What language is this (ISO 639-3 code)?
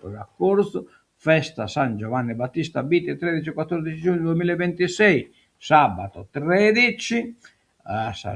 srd